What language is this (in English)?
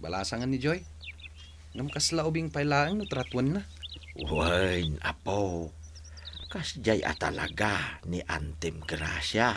Iloko